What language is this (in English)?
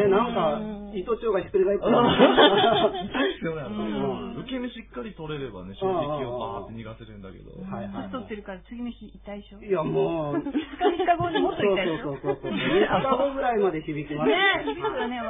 Japanese